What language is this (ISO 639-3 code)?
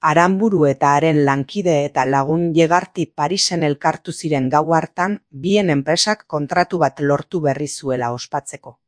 eus